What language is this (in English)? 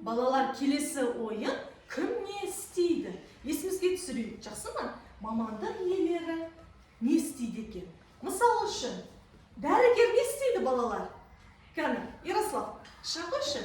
Kazakh